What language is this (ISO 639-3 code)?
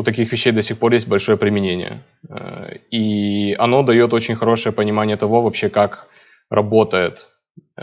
rus